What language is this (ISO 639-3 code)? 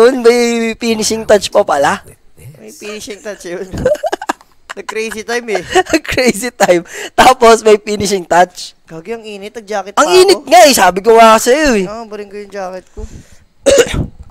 fil